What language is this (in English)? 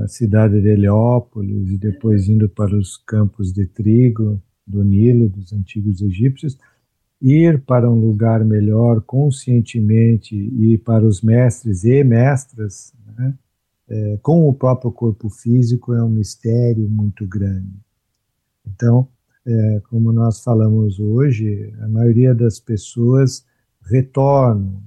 Portuguese